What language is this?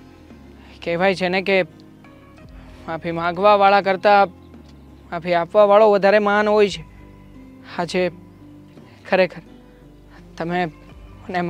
Gujarati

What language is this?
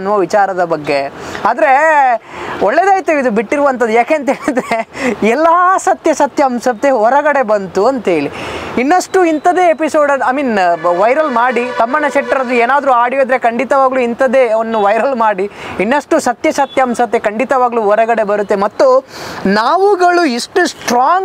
Kannada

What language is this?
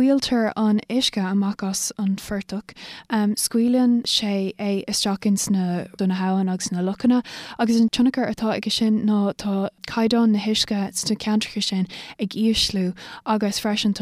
Irish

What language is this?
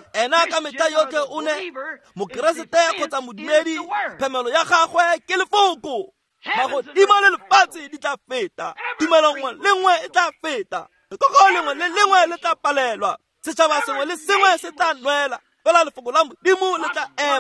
Tswana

